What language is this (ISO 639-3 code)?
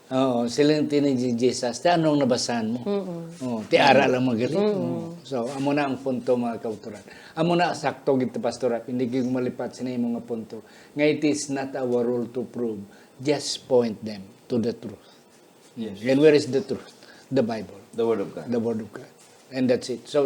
hil